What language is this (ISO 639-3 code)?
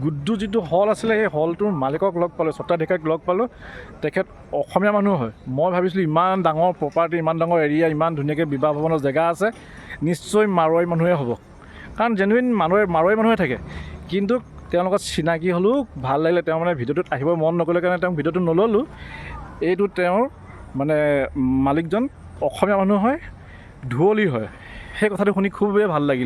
asm